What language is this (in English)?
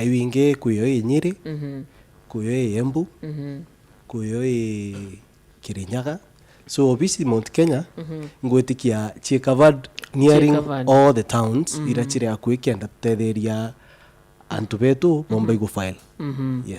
Meru